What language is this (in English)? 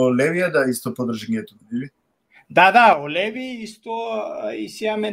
Balkan Romani